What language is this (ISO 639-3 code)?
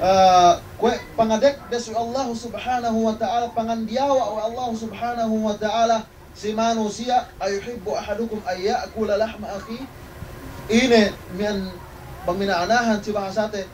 yka